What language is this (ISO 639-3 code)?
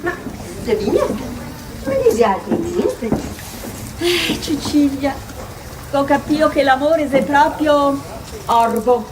vec